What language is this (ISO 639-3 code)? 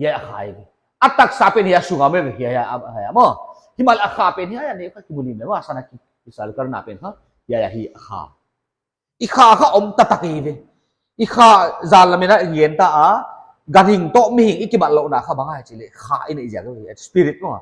pck